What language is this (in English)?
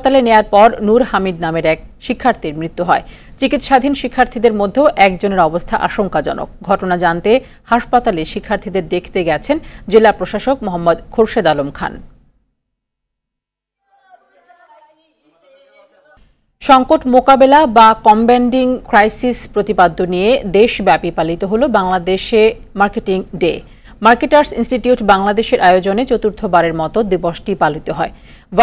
Bangla